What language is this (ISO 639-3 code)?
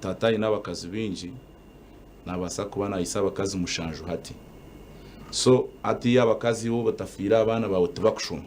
nyn